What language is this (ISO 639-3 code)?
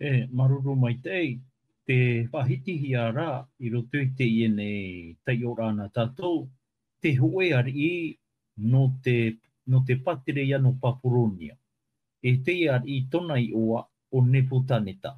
tah